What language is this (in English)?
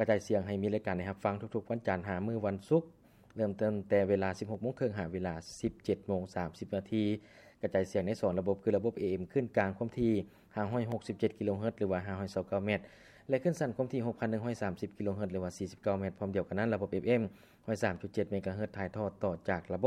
Lao